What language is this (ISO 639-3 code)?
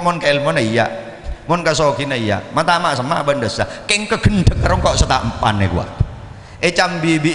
mad